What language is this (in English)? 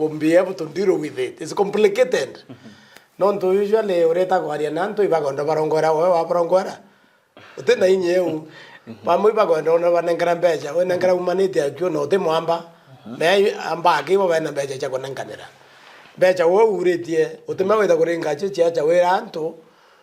Meru